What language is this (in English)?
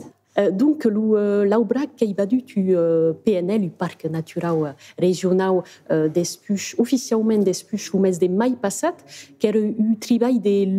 Occitan